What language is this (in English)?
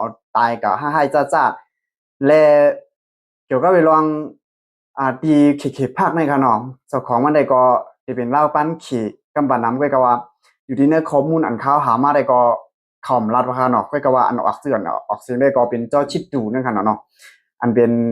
Shan